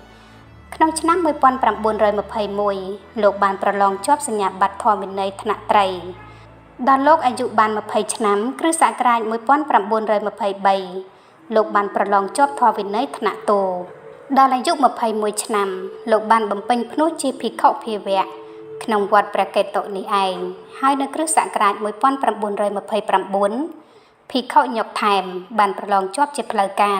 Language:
Khmer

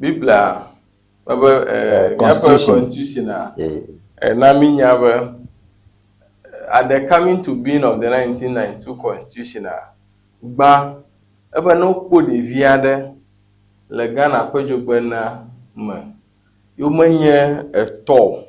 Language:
Ewe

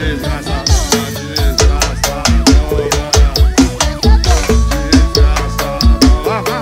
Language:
Portuguese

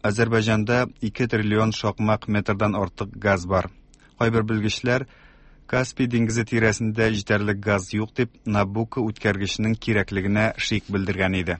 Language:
Tatar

